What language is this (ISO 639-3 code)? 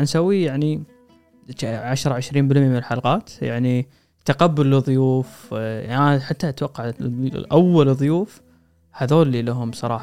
afb